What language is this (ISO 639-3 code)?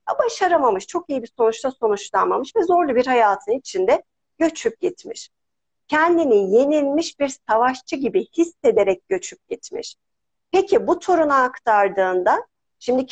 tur